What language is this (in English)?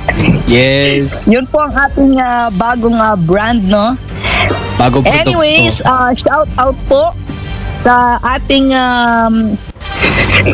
Filipino